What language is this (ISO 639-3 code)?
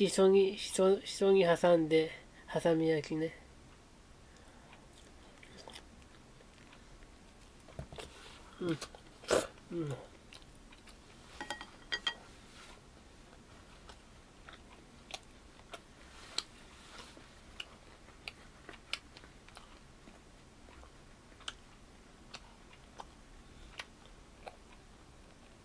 jpn